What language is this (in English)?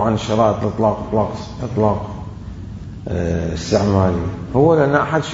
Mesopotamian Arabic